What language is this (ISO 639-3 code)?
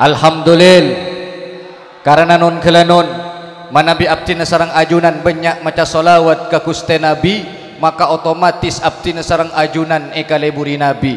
mad